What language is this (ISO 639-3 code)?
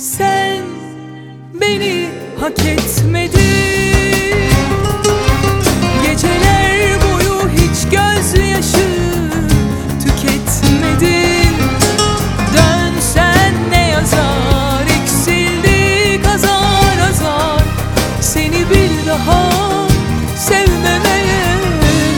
tur